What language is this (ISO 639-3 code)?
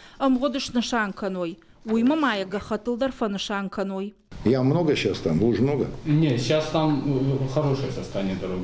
oss